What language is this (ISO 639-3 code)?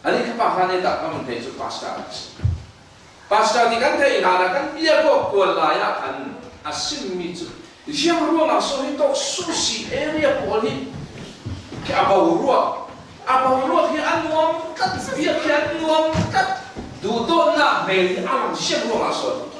cfm